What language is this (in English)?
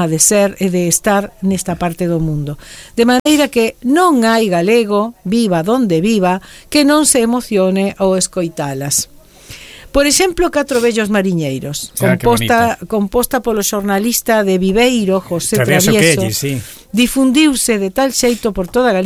Galician